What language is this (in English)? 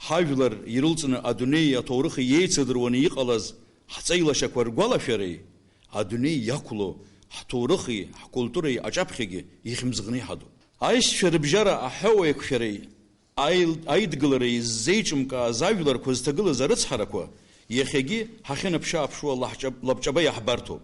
Abkhazian